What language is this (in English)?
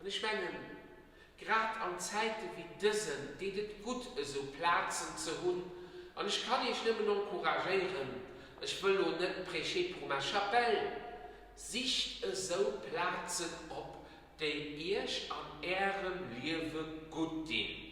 Luxembourgish